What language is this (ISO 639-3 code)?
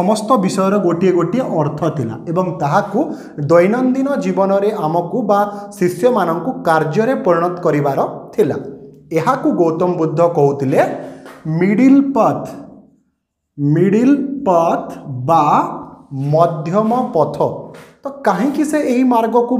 ori